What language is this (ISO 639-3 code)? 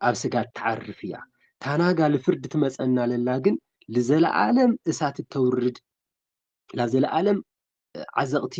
tir